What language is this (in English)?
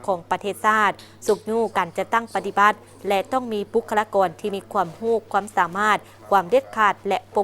Lao